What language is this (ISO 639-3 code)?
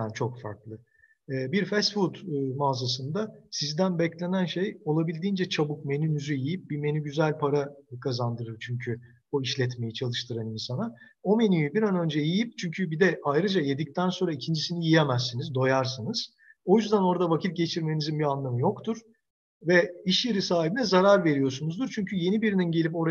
tur